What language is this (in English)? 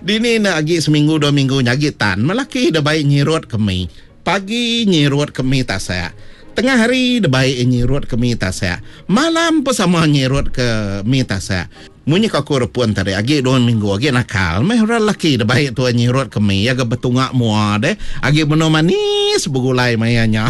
Iban